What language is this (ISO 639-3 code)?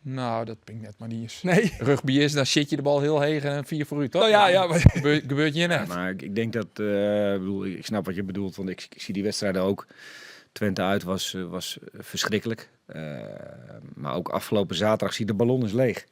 fry